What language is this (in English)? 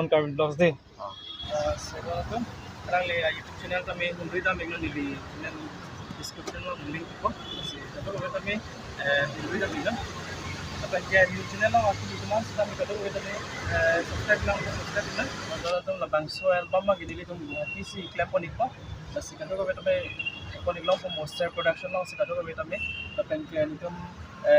Karbi